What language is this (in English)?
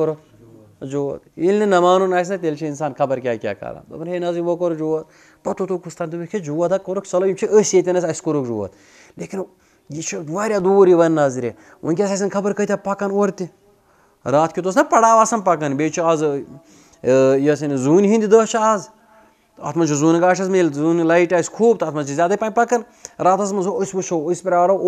Kashmiri